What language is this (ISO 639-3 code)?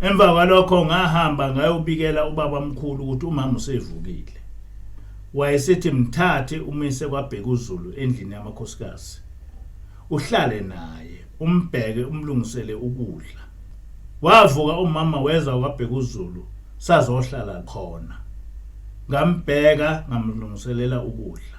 zul